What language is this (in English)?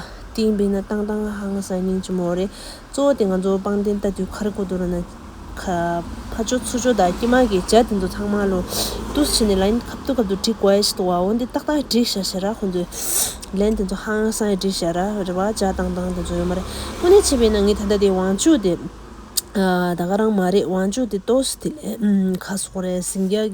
Tibetan